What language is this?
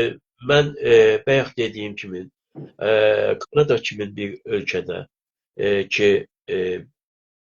South Azerbaijani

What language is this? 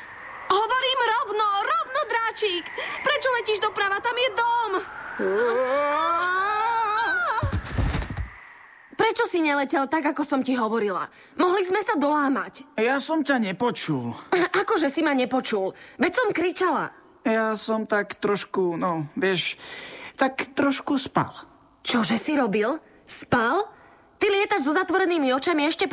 Slovak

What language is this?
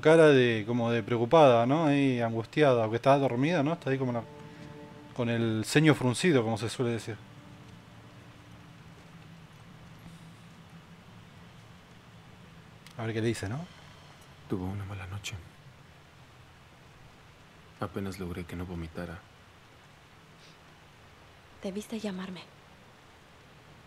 Spanish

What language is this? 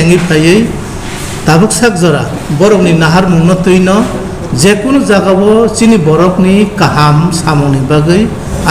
Kok Borok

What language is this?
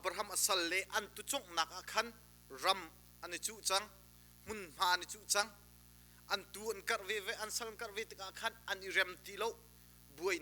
Hakha Chin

